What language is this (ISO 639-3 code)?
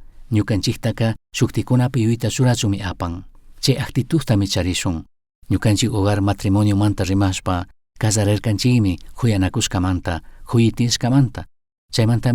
qug